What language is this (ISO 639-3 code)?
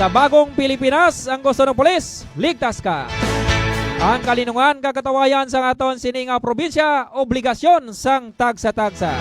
hil